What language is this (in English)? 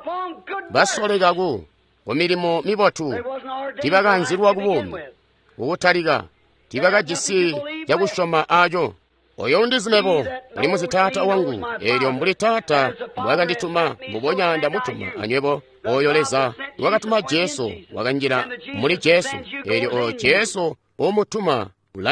Tonga (Zambia)